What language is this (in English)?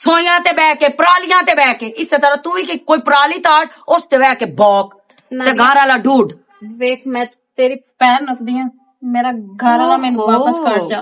Western Panjabi